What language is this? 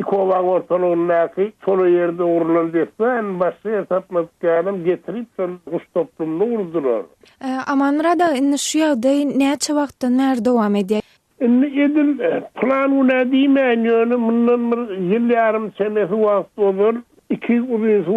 Turkmen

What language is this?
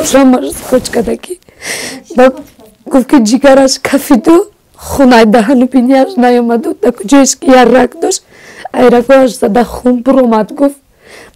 Tajik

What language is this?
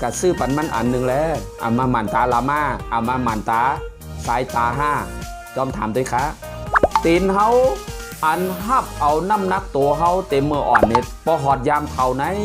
Shan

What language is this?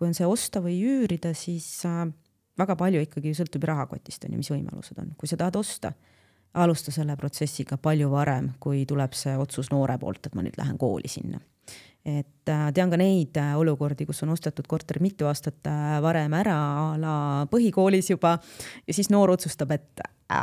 Estonian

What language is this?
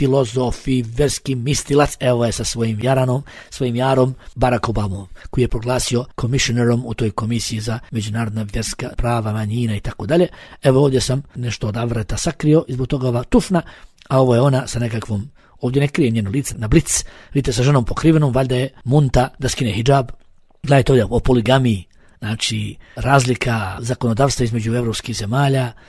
Bosnian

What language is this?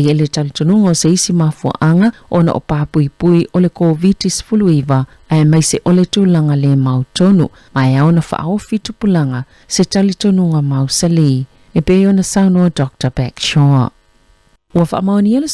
Samoan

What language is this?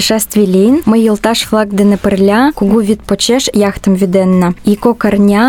Mari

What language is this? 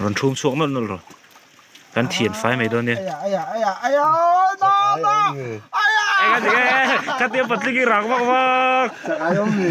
Mizo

